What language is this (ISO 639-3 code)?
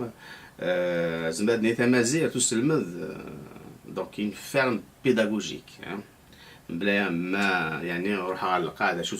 kab